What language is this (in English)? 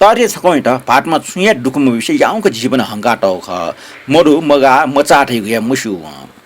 Newari